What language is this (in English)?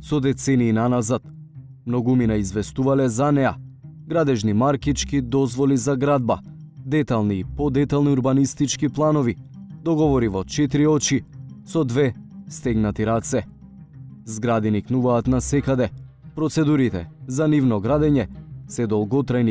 Macedonian